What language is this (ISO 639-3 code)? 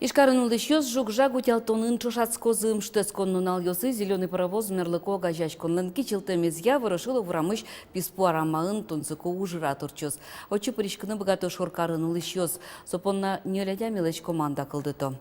udm